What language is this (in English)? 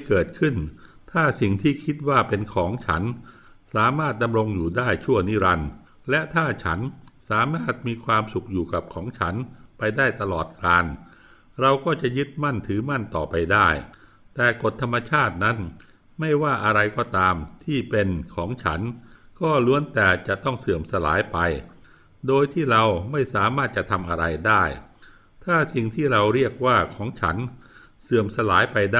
Thai